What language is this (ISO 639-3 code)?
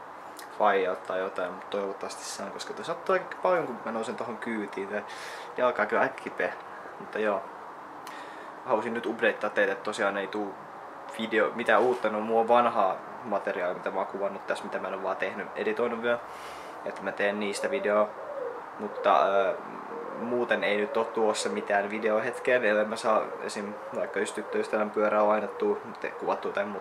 fin